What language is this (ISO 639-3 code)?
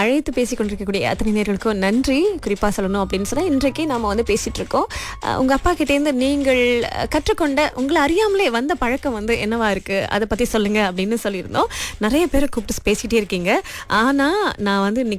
tam